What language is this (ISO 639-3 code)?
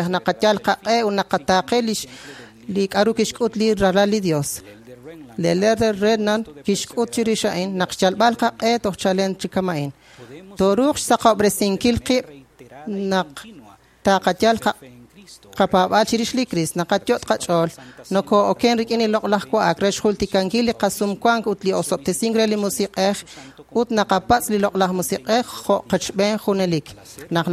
kek